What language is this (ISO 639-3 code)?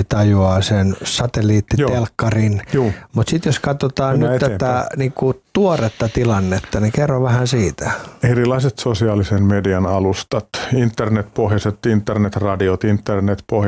fin